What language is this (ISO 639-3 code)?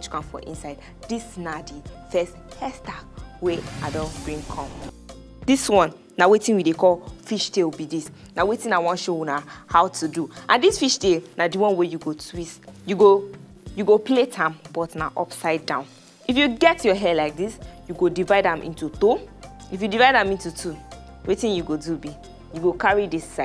pcm